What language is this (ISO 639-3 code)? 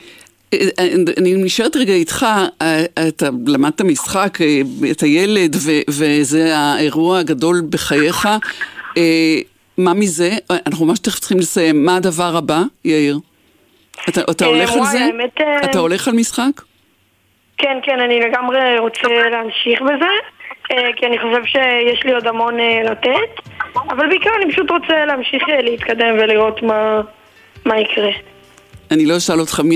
heb